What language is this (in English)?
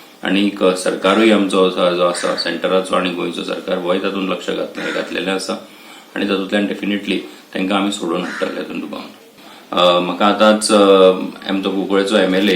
Konkani